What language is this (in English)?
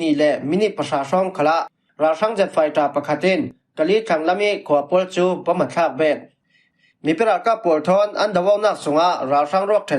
Falam Chin